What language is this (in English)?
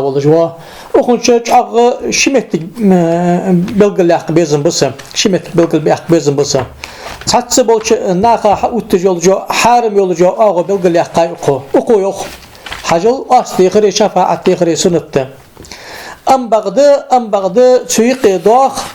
Ingush